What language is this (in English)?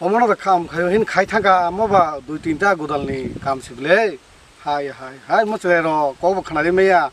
Kok Borok